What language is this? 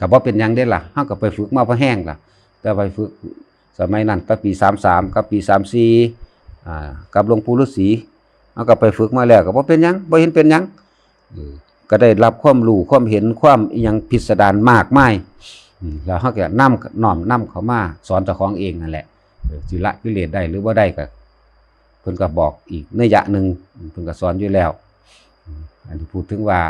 Lao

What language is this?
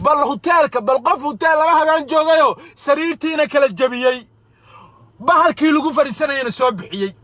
Somali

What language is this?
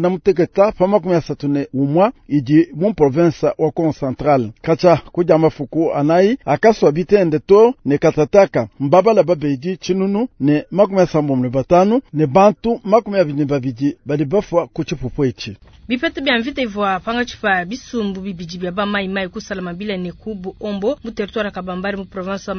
Luba-Lulua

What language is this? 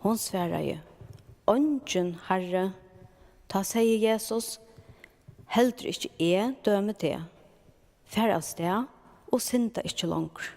Faroese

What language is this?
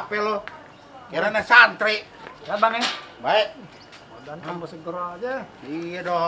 Betawi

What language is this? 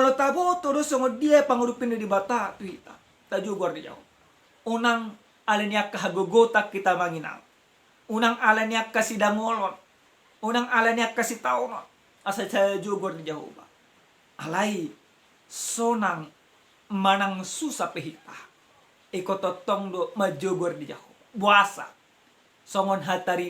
Batak Toba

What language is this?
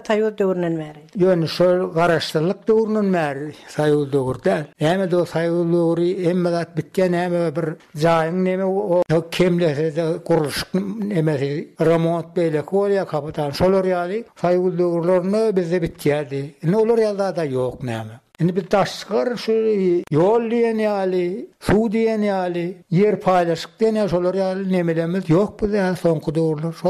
Turkmen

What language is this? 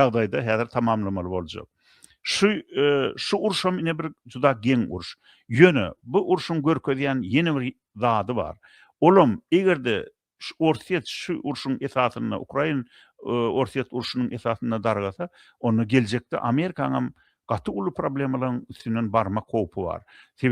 Turkmen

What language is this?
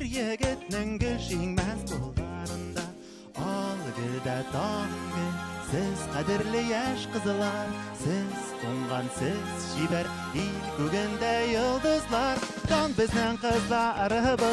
Tatar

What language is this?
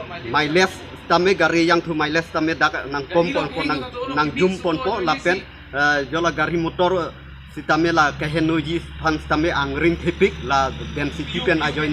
Karbi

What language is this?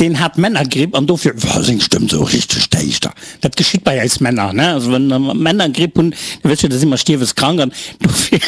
Luxembourgish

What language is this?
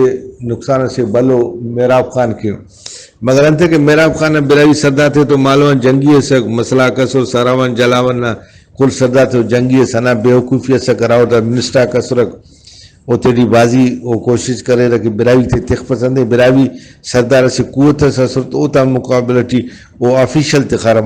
Brahui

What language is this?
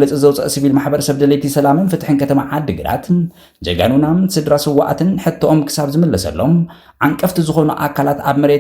Tigrinya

